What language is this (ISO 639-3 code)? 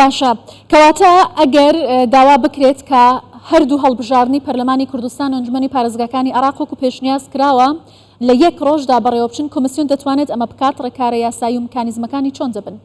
ckb